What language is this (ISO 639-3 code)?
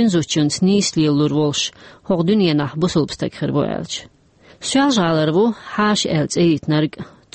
che